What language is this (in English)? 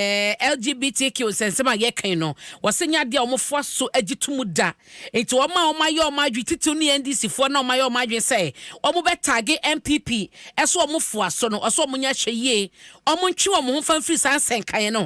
Akan